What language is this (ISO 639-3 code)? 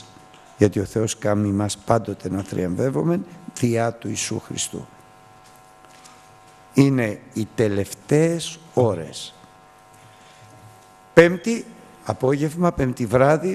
ell